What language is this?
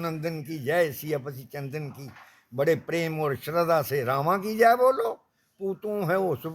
Dogri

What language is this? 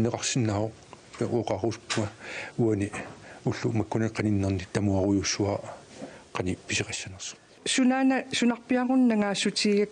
Kalaallisut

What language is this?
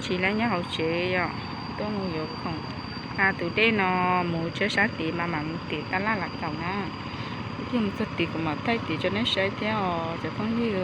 Hmong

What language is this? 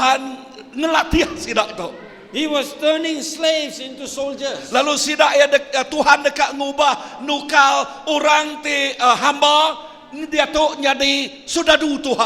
Iban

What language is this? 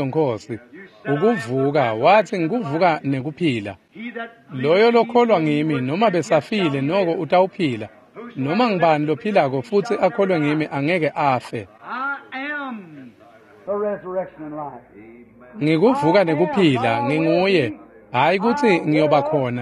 Swati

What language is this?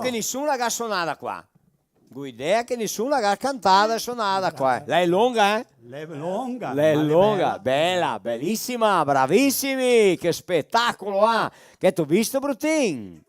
Venetian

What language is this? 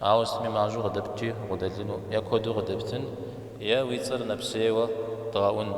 Kabardian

